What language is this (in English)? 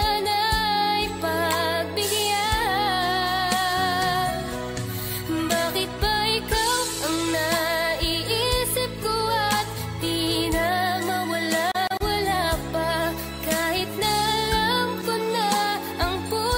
Filipino